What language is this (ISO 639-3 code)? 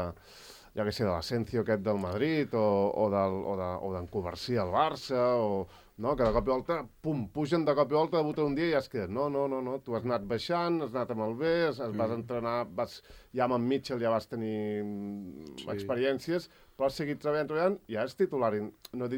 cat